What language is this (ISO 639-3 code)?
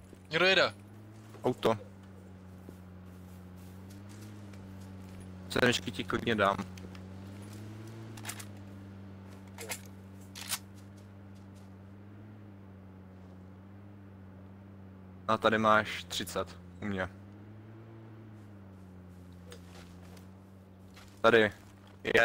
ces